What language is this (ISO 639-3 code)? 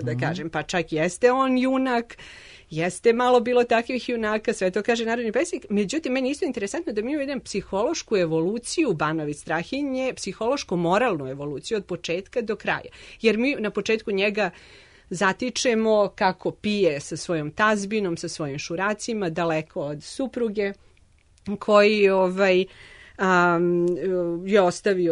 srp